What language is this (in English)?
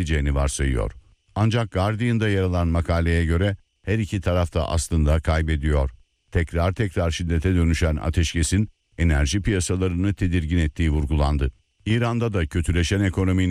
Turkish